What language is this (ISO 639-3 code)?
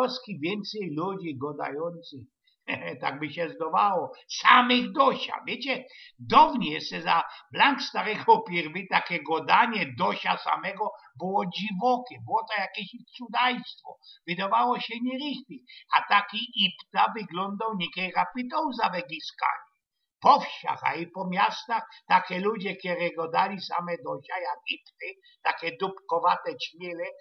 szl